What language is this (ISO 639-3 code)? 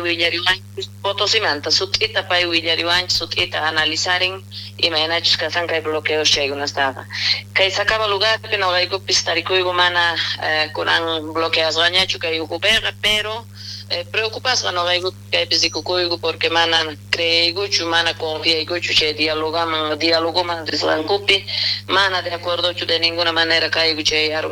quh